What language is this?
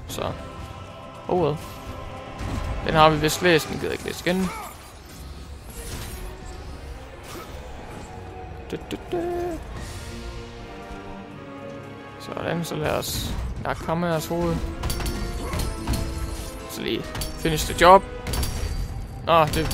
Danish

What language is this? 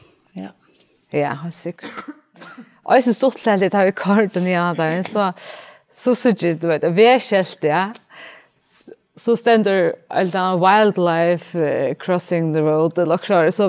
Faroese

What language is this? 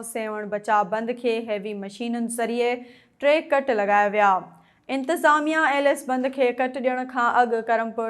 Sindhi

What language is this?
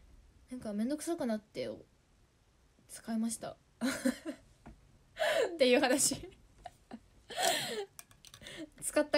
Japanese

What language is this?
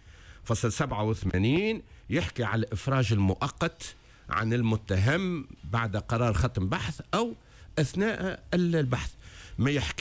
Tunisian Arabic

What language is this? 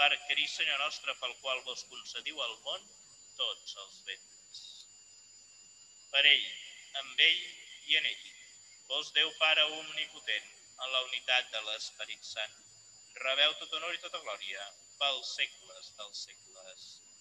Catalan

